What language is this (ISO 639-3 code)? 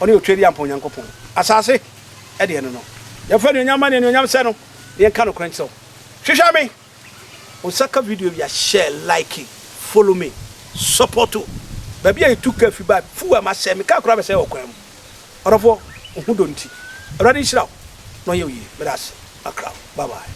aka